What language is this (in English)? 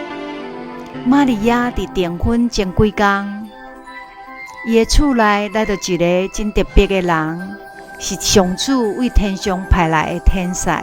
Min Nan Chinese